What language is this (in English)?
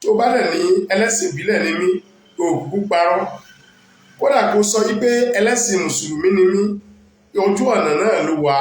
Yoruba